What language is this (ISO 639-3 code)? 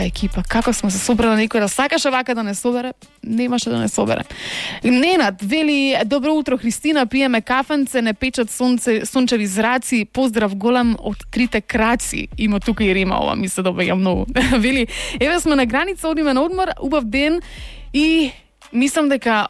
mkd